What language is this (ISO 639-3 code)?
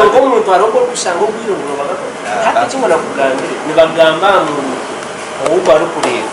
nyn